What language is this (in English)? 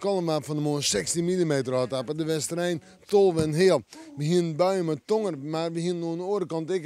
Western Frisian